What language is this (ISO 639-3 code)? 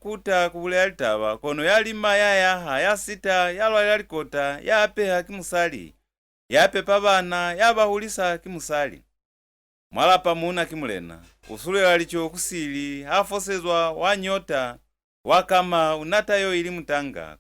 loz